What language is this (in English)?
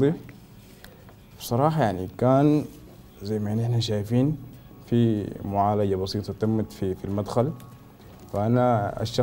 Sudanese Arabic